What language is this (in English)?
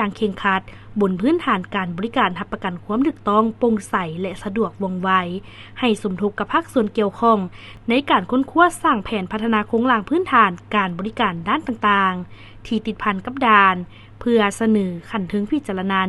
Lao